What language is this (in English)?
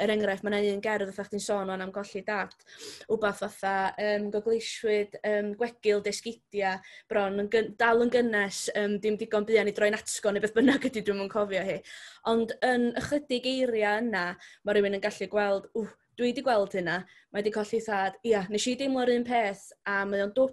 Welsh